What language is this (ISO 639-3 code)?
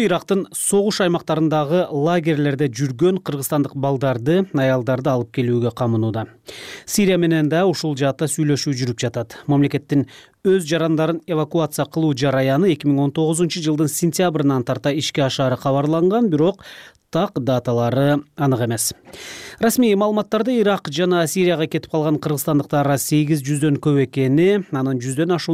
kir